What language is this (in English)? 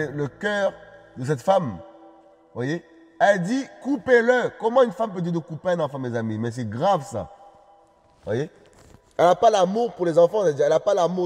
French